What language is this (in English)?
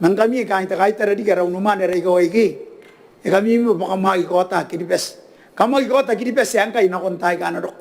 Gilbertese